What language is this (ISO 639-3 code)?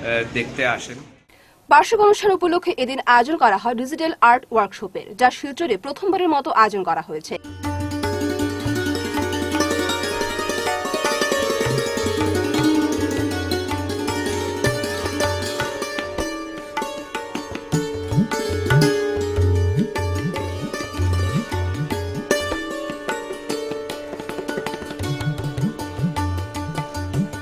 ben